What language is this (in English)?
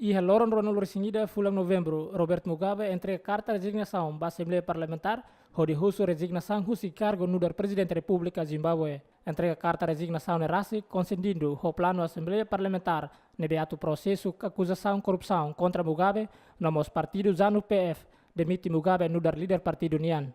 Tetum